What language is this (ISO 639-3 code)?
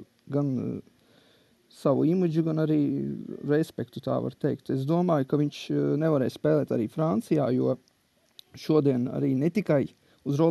lav